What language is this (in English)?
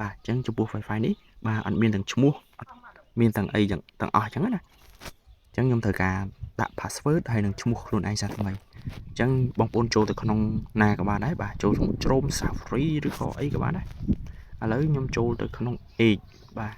Khmer